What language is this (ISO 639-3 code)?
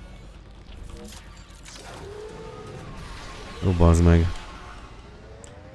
hun